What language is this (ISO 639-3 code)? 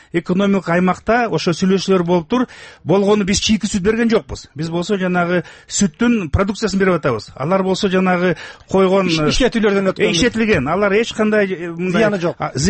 kir